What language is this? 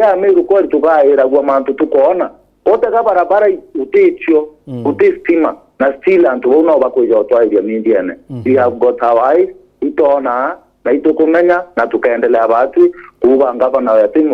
Meru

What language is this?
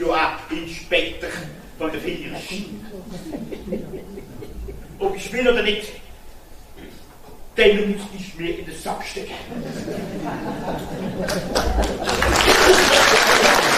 German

